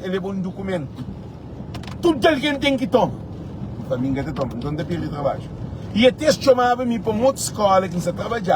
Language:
Kabuverdianu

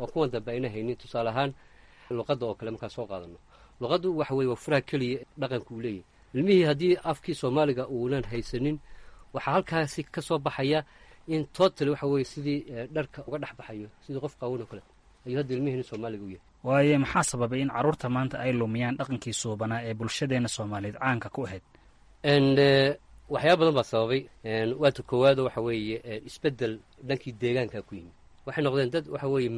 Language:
Somali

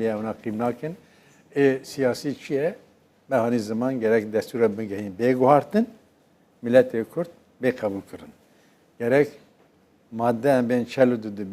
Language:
Kurdish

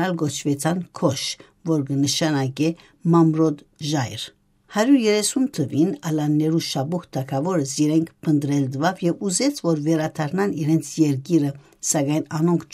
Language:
Western Armenian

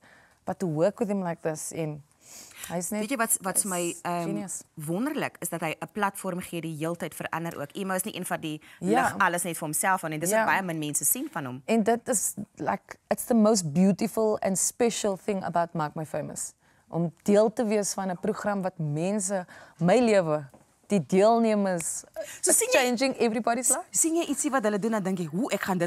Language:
Afrikaans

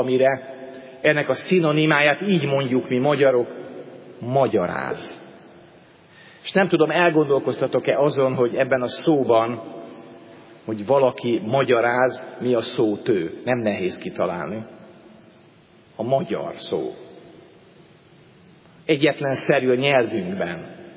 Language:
Hungarian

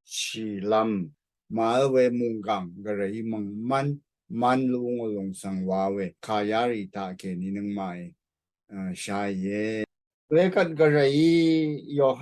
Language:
Rawang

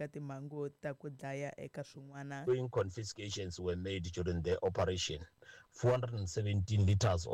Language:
Tsonga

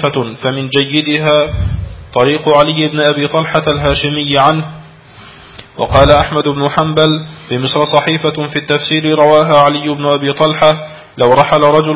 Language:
Arabic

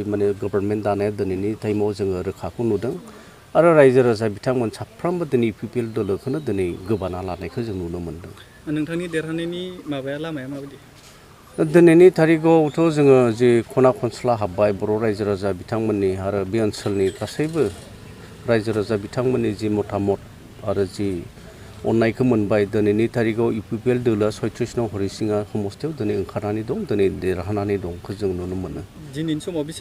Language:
Bodo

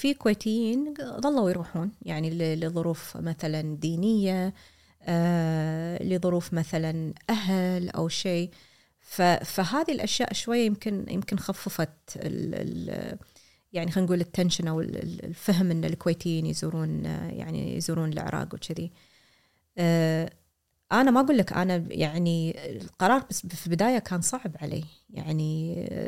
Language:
Gulf Arabic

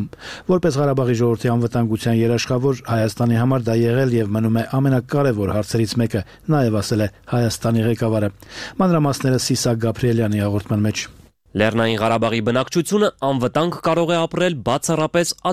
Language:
Armenian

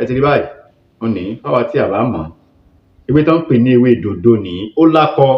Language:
Yoruba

